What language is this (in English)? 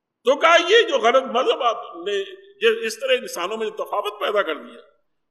Urdu